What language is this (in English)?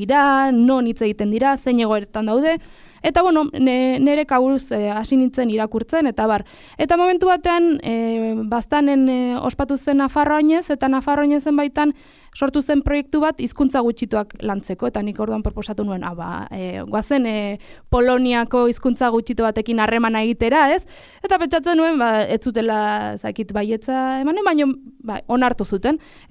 Basque